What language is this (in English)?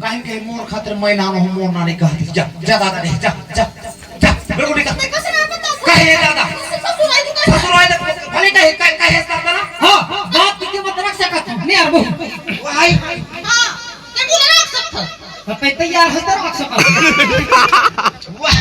Chhattisgarhi